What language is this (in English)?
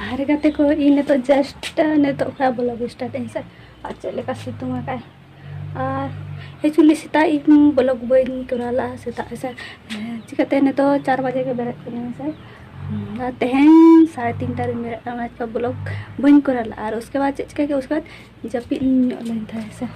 Santali